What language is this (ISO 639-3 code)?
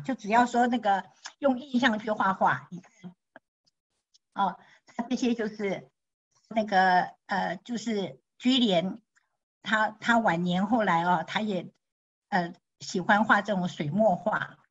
zho